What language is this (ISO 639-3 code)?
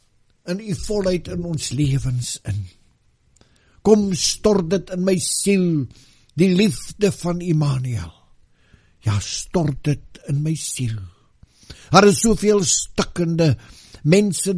afr